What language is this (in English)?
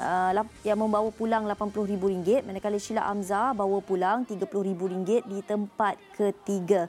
Malay